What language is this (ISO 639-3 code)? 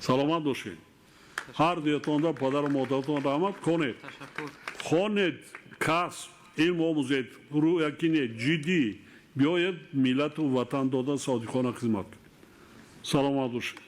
tgk